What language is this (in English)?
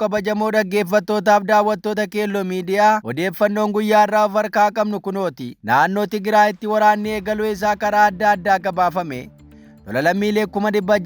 Oromo